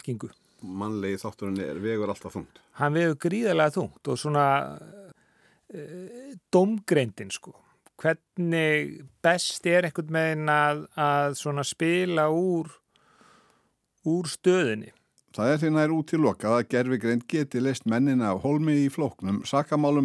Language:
Icelandic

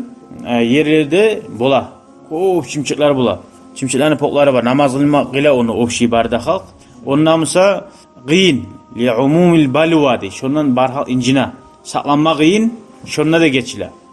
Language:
Kumyk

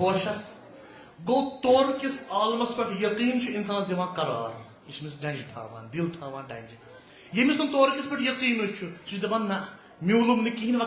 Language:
Kashmiri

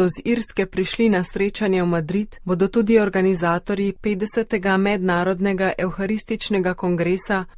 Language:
Slovenian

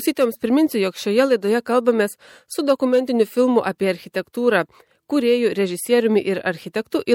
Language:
Lithuanian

